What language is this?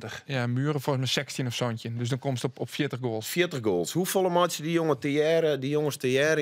Western Frisian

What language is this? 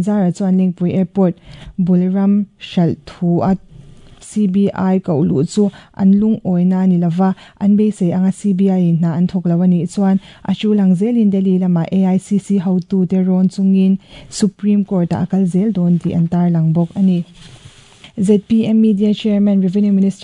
Mizo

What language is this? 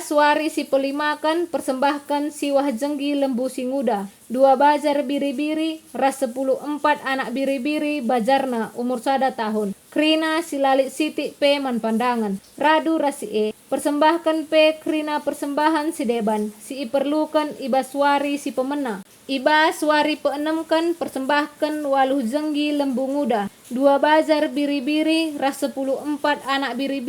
Batak Karo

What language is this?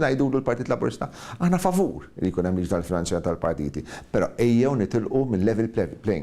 Maltese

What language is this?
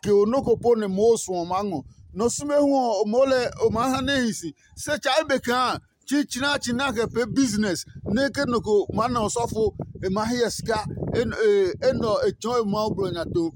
Adangme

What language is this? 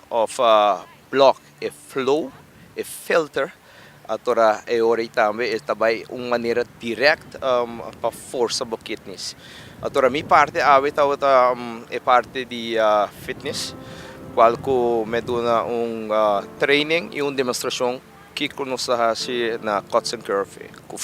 Papiamento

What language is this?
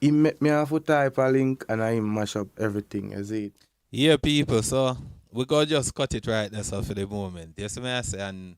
Jamaican Creole English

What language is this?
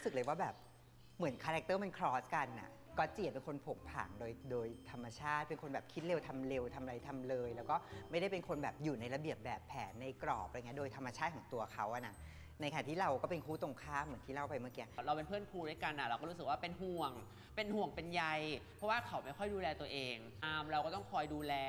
Thai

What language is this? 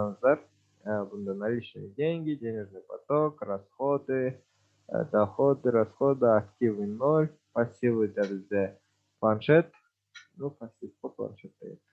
Kazakh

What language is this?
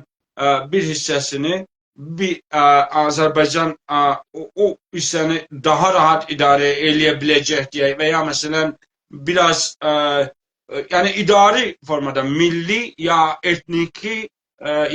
South Azerbaijani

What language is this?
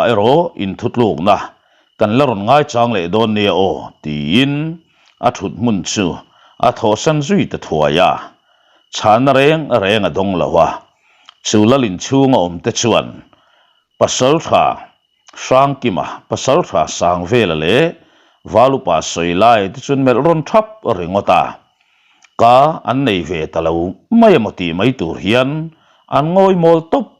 Mizo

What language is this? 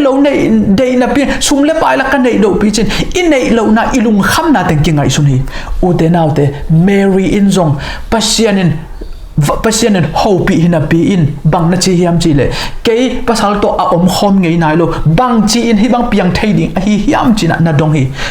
Tedim Chin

